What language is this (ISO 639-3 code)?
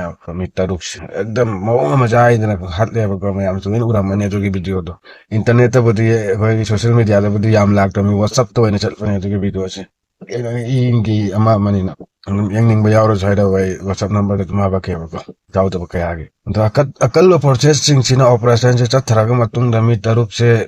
mni